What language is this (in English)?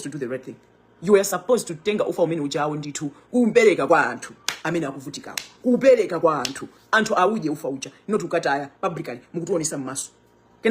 Nyanja